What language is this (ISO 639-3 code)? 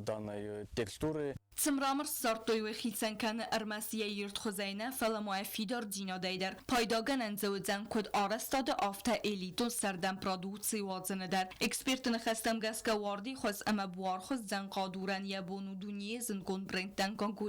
oss